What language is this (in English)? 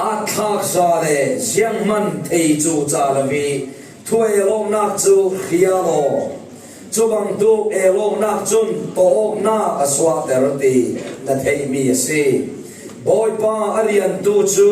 Falam Chin